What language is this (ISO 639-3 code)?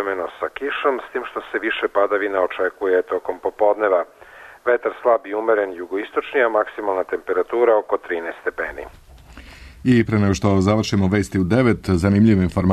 srp